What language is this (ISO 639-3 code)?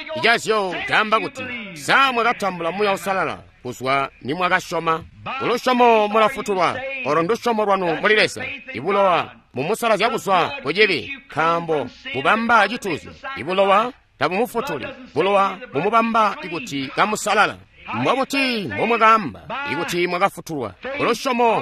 toi